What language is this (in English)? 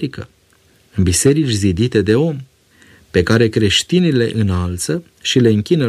Romanian